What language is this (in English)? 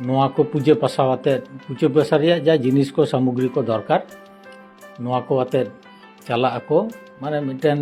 Santali